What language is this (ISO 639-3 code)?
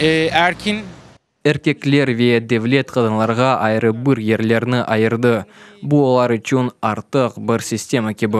crh